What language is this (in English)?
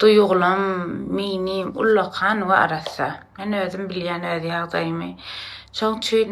Turkmen